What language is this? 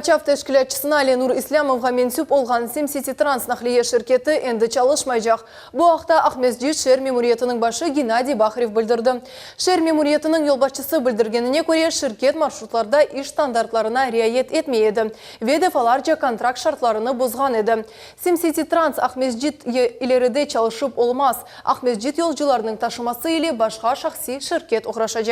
Crimean Tatar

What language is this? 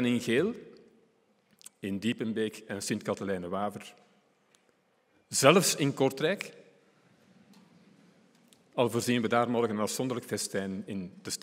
Dutch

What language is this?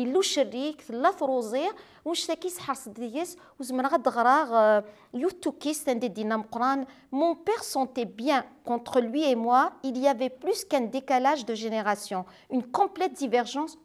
Kabyle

